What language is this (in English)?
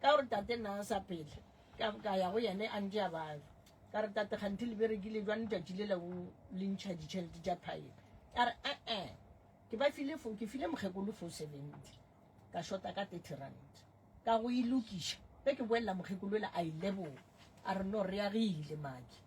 Northern Sotho